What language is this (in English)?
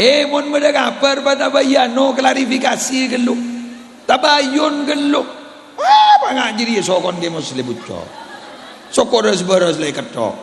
Madurese